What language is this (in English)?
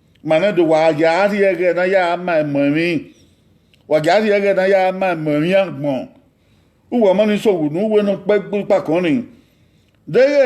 Bini